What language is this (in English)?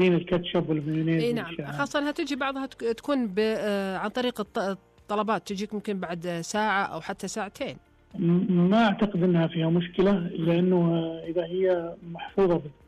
Najdi Arabic